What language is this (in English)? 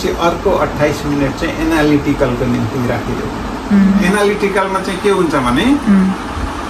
Nepali